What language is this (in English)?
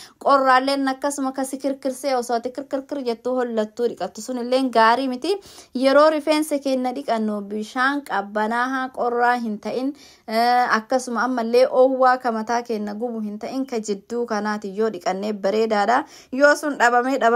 Oromo